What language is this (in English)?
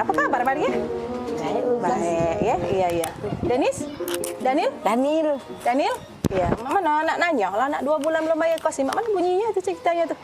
Musi